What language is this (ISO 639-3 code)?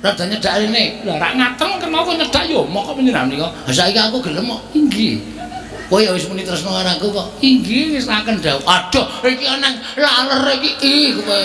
jav